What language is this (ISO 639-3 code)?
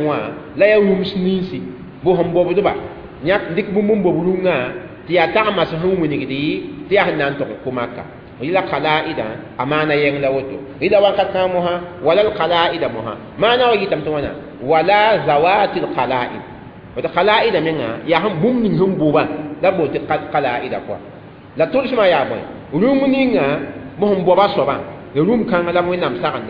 mos